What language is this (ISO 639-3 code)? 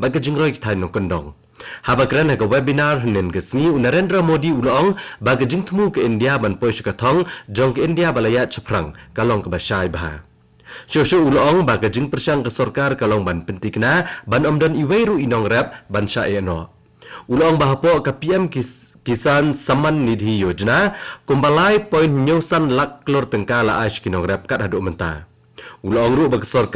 kha